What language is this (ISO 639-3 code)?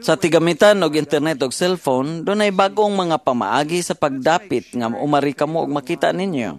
ceb